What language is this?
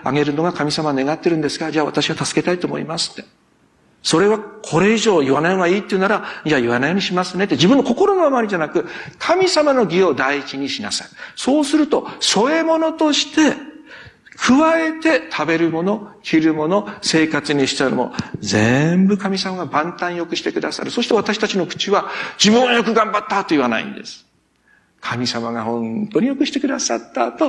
Japanese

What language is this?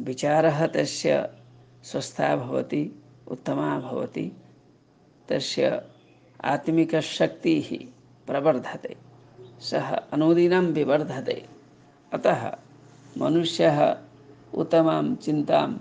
Sanskrit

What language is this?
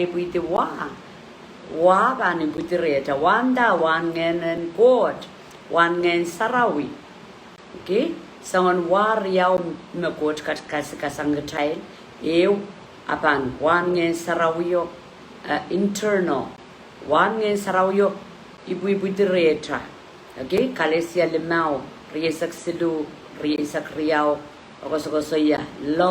Pohnpeian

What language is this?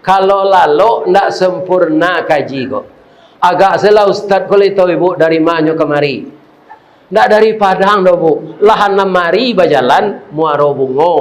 Minangkabau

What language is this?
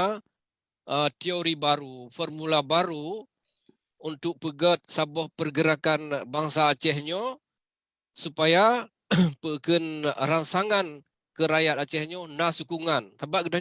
Achinese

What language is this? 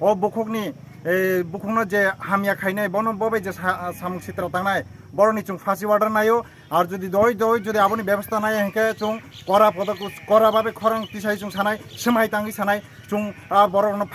Kok Borok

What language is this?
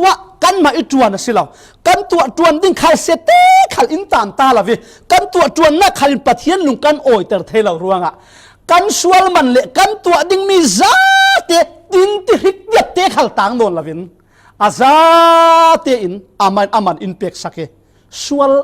Falam Chin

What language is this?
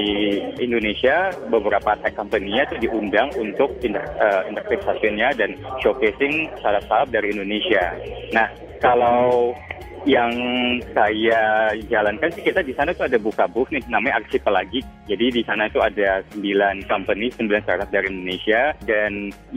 Indonesian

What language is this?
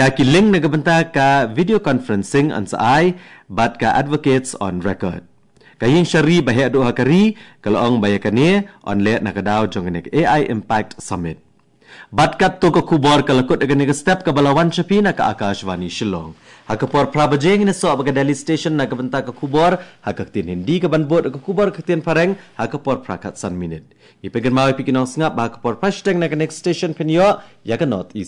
Khasi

